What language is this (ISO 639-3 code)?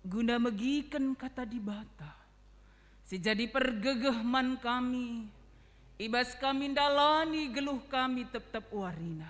btx